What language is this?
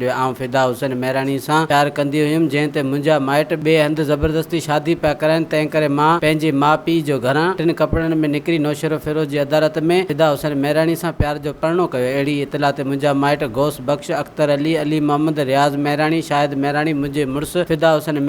Sindhi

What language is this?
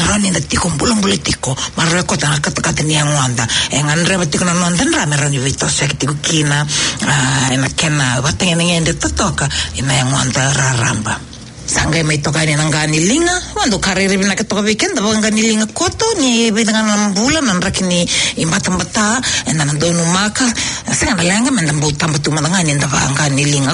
Fijian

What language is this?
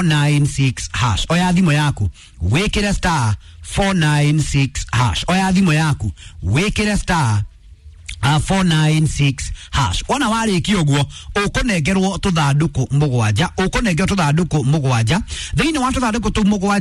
Kikuyu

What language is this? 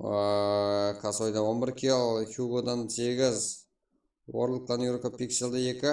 Kara-Kalpak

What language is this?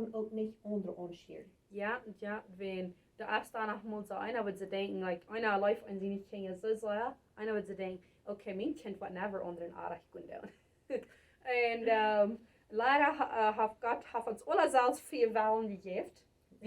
Plautdietsch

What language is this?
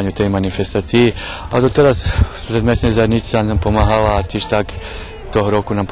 Rusyn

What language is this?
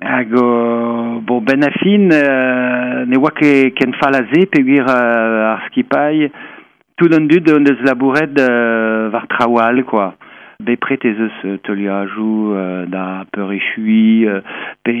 Breton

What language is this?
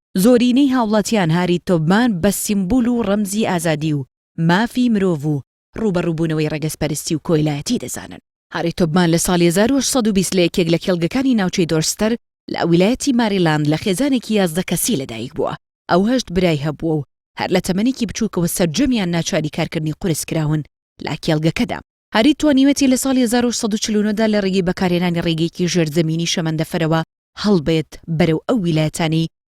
Central Kurdish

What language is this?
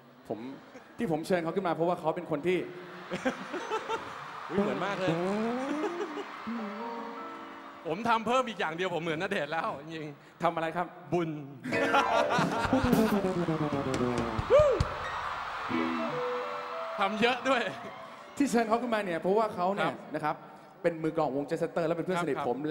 Thai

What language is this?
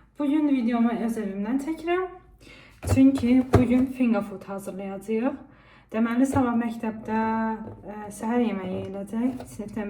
Azerbaijani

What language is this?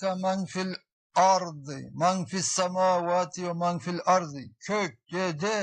Karachay-Balkar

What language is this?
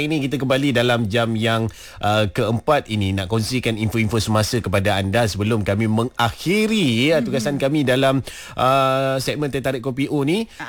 Malay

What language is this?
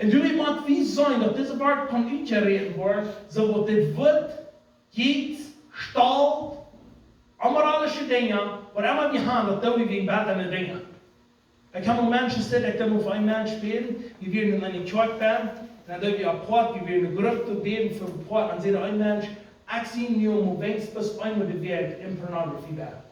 Plautdietsch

